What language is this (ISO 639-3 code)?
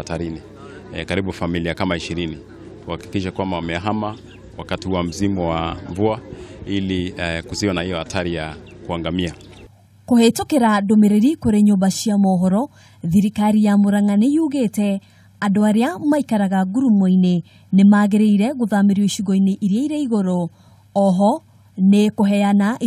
kik